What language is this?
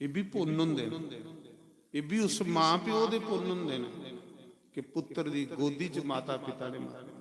Dogri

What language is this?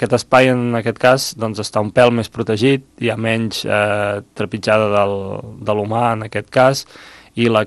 Catalan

